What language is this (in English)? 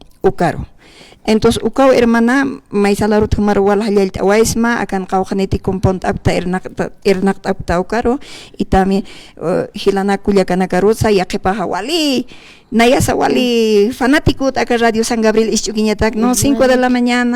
Aymara